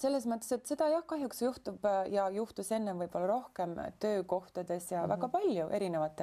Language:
Estonian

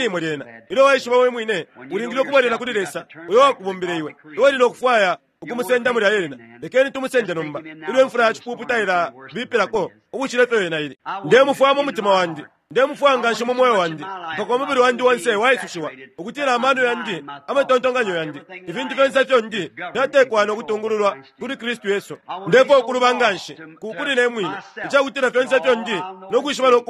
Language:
Bemba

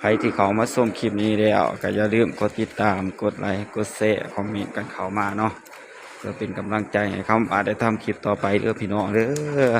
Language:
Northeastern Thai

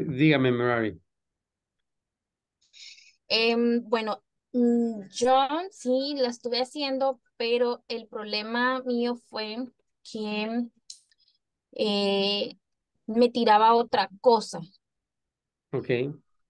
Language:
Spanish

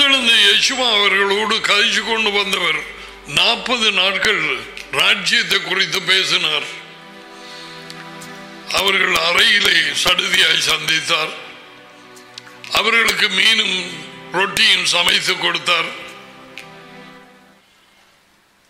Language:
Tamil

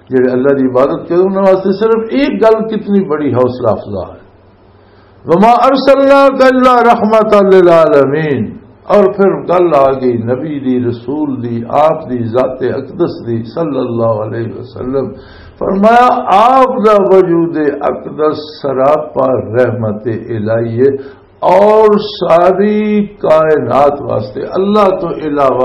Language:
Western Panjabi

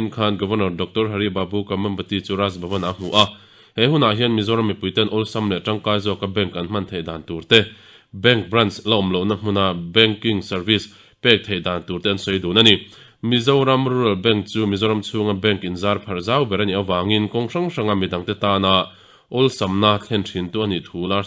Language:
Mizo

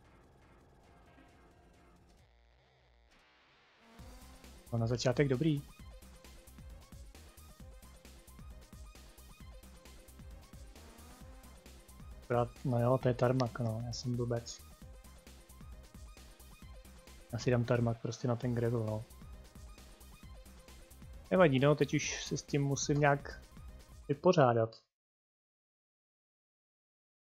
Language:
Czech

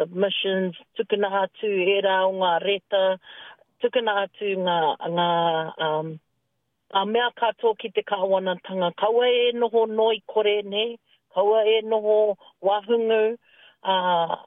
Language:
Māori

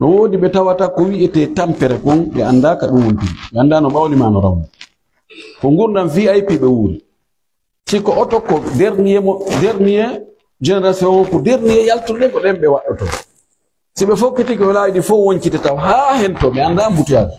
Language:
Pular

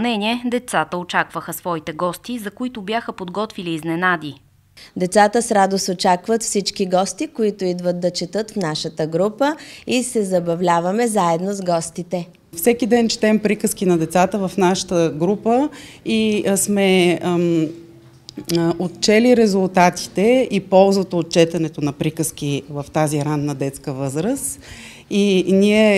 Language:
Bulgarian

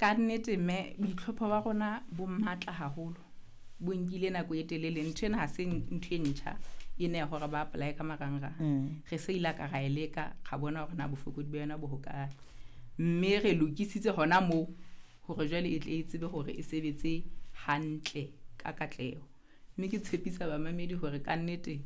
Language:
Southern Sotho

